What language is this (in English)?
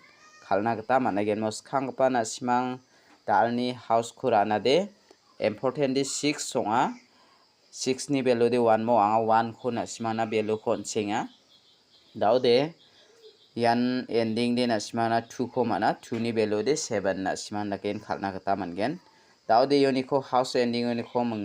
Garo